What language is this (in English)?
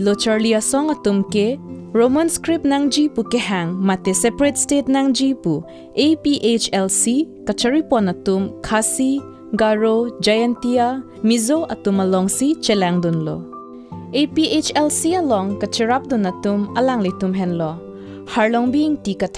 Karbi